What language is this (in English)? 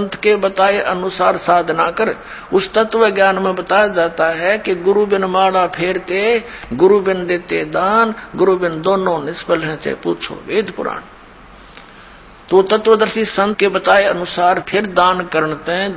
Hindi